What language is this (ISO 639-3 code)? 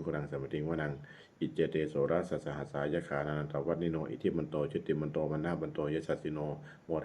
pli